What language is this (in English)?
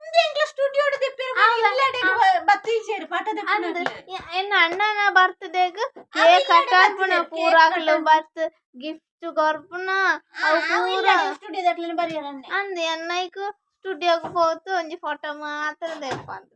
Tulu